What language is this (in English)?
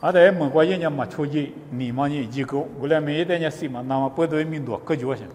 Lisu